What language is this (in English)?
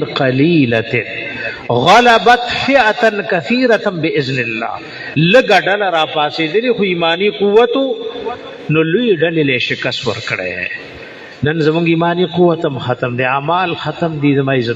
Pashto